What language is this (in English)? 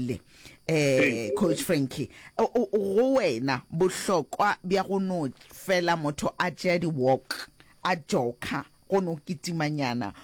Northern Sotho